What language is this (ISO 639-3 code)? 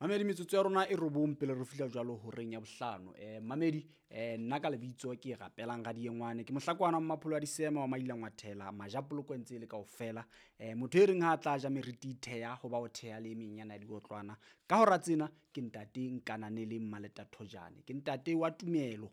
sot